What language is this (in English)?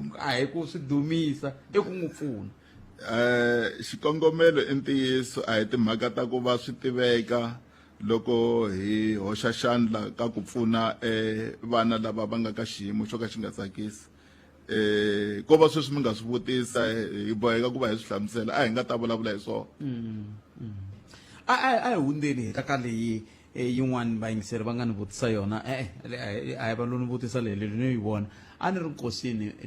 Tsonga